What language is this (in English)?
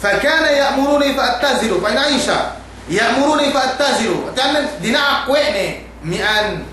Yakan